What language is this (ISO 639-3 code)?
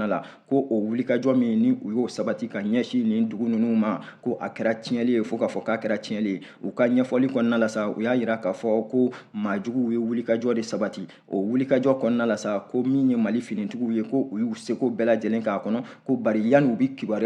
bam